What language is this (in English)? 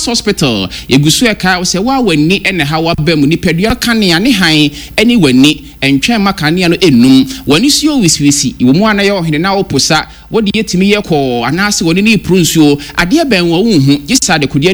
Akan